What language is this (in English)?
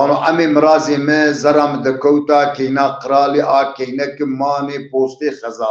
Zaza